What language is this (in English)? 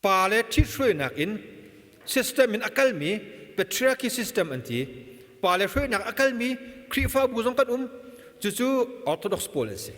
Hakha Chin